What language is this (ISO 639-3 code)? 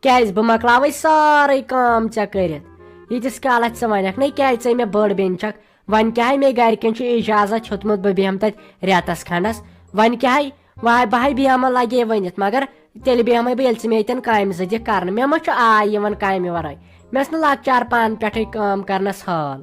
kas